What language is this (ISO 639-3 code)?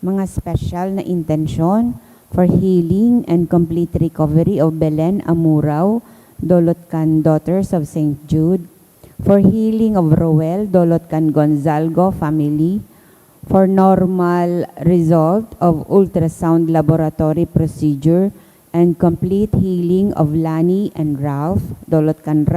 bik